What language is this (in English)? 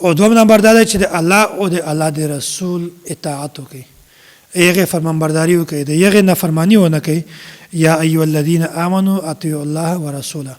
Pashto